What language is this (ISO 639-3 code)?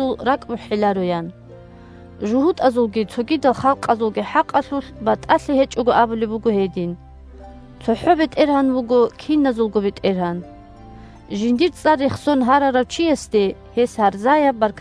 ava